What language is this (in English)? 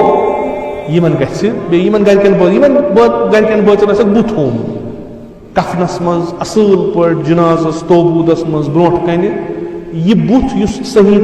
Kashmiri